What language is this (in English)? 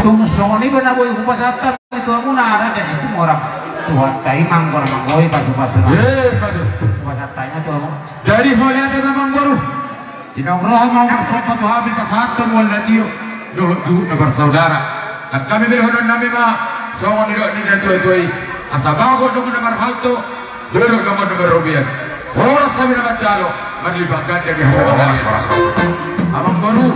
Batak Toba